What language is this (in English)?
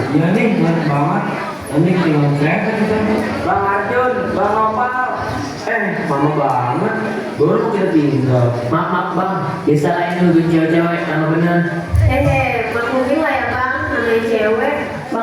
Betawi